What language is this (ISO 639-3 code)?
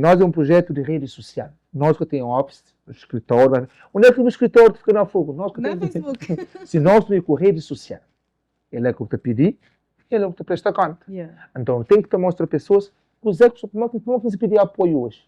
kea